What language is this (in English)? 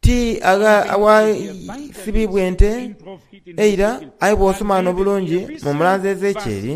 Soga